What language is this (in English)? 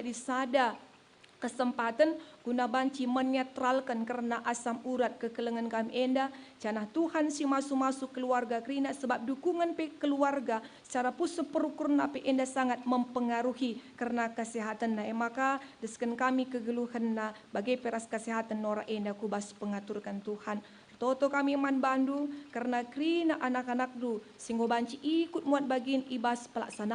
Batak Karo